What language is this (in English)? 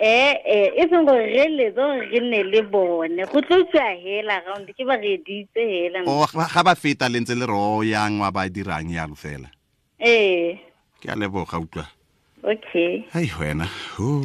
Tswana